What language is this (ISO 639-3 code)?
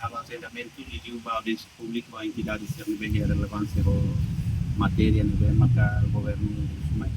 tet